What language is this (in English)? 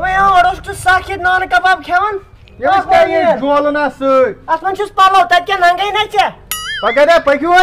Kashmiri